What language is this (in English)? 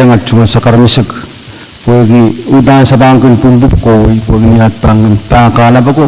Pohnpeian